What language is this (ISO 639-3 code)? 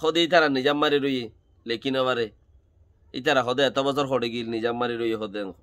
rhg